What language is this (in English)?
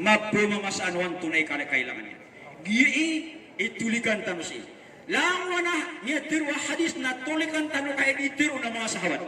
Maranao